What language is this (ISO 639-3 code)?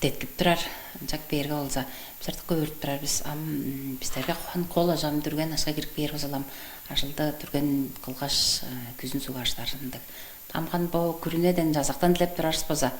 tyv